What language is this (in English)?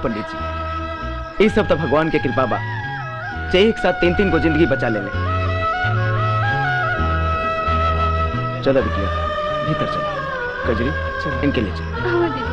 Bhojpuri